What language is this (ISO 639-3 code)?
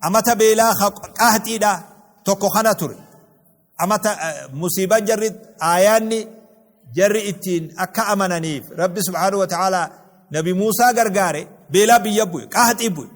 orm